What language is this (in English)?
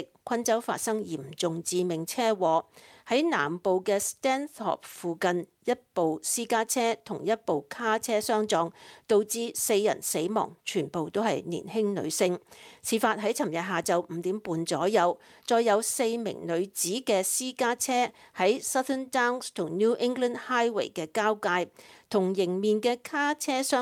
Cantonese